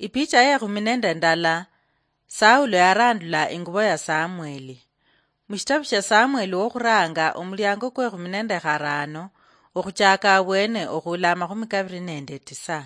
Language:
Luyia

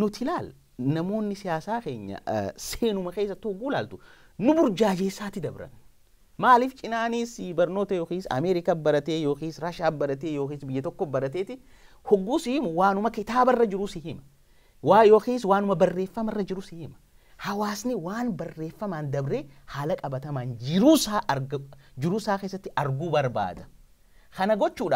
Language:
Oromo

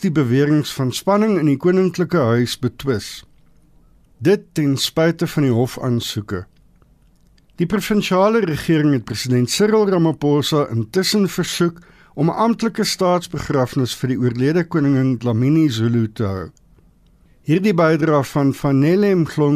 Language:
Afrikaans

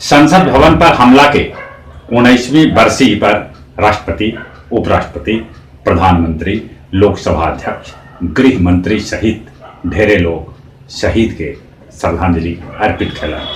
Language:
Magahi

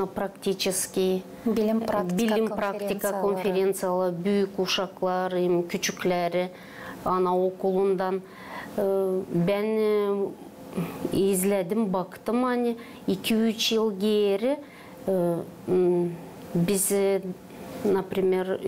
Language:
Gagauz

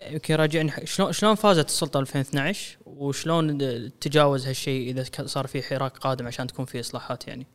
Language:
Gulf Arabic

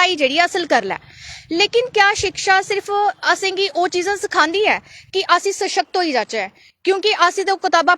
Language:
Dogri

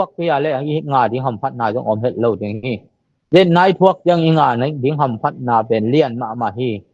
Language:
Tedim Chin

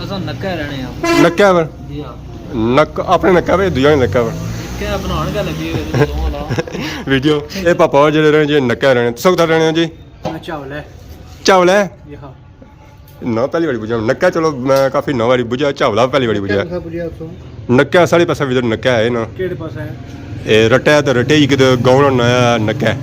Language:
Pahari-Potwari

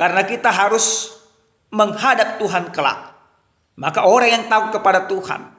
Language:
Batak Toba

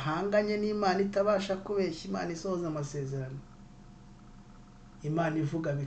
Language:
Kinyarwanda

